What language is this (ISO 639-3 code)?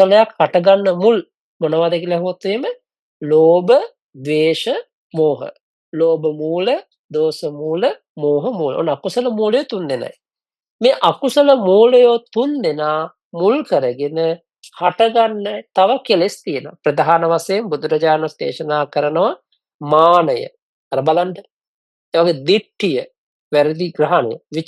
sin